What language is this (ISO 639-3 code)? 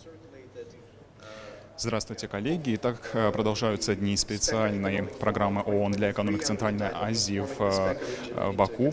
rus